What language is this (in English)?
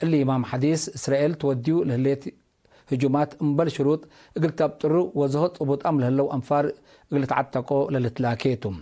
Tigre